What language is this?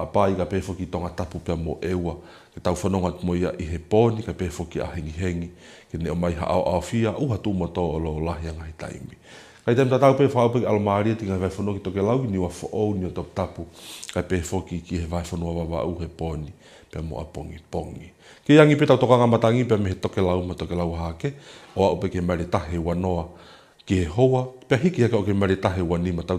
Tongan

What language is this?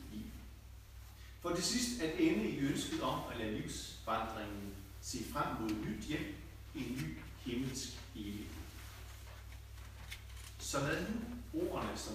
Danish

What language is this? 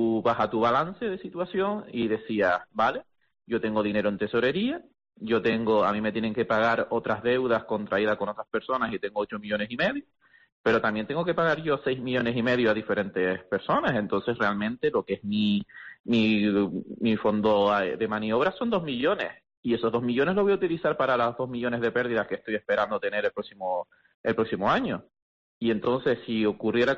Spanish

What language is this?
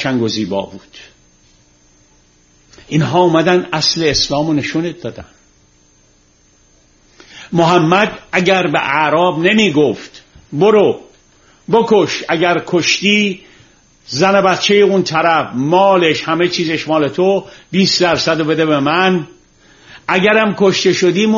Persian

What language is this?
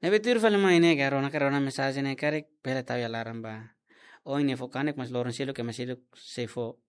Tetum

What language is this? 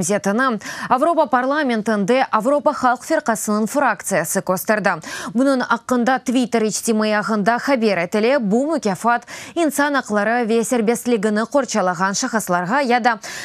Crimean Tatar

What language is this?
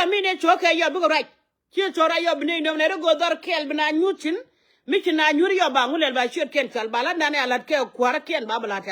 Nuer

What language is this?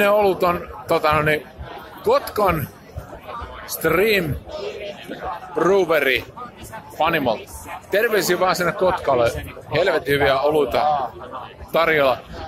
Finnish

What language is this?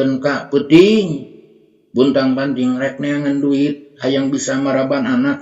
Sundanese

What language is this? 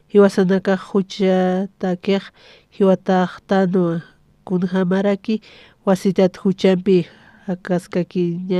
Aymara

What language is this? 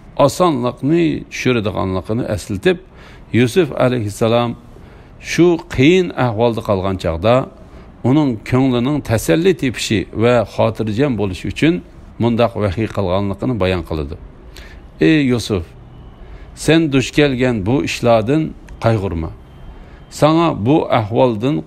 Uyghur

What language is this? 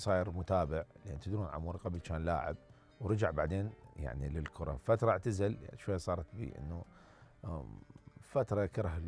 Mesopotamian Arabic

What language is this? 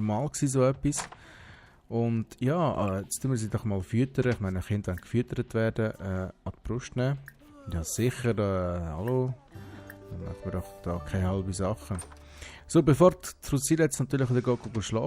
Swiss German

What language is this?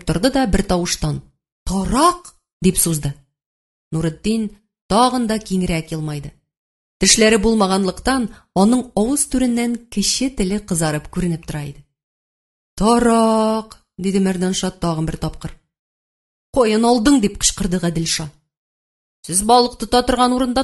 Tatar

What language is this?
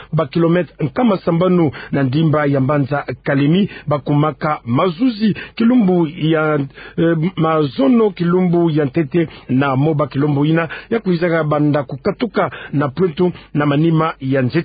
Kituba (Democratic Republic of Congo)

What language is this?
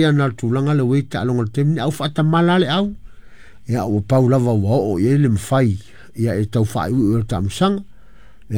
Samoan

